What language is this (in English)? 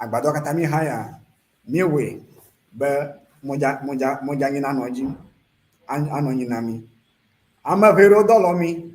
Ewe